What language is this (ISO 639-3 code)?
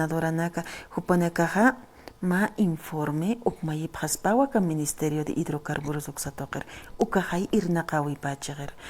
aym